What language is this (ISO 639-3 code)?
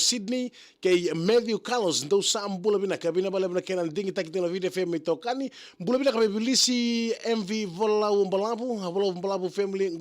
fij